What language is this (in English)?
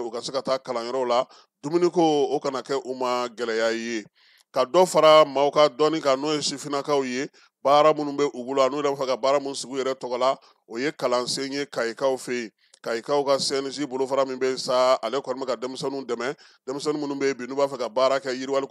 Bambara